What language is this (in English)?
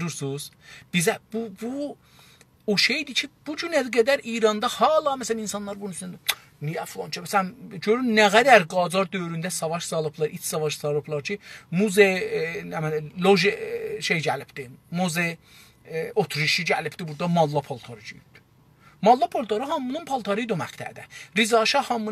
South Azerbaijani